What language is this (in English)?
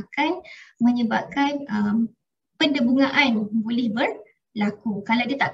Malay